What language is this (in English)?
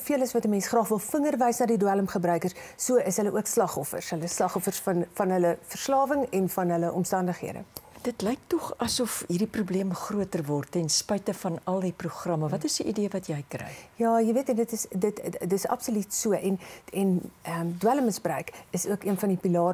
Afrikaans